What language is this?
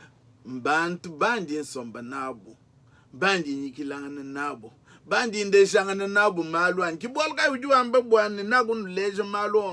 Luba-Lulua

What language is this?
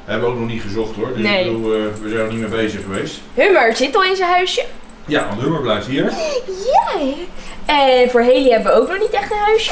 Dutch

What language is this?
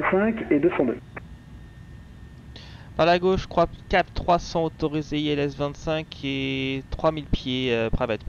French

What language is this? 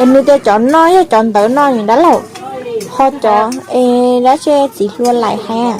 Hmong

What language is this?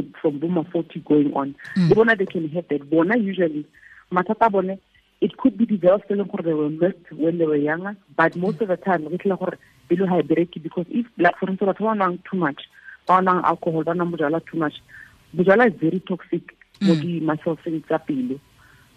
Tswana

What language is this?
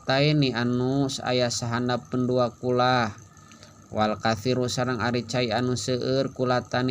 Sundanese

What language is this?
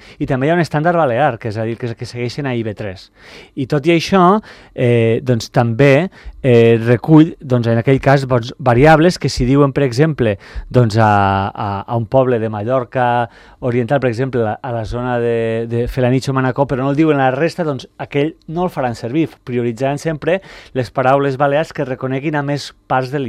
Catalan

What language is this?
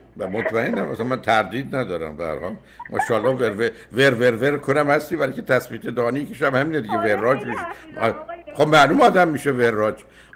Persian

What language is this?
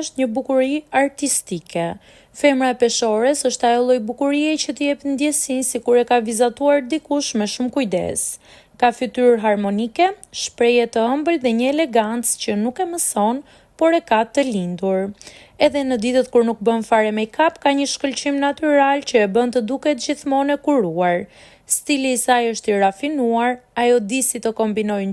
Albanian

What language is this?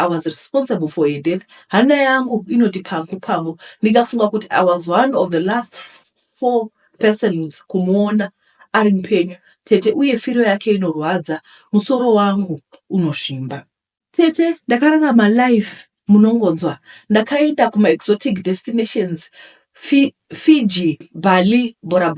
Shona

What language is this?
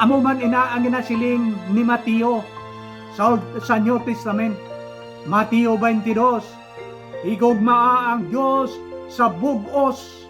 Hiligaynon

